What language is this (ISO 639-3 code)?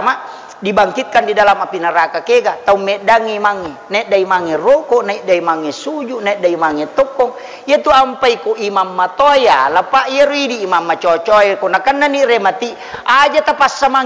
bug